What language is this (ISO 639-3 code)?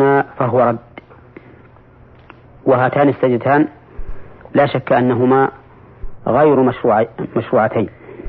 ara